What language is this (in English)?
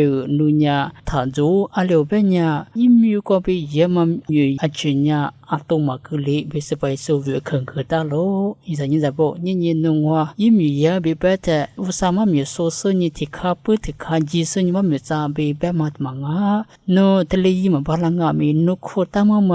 Lisu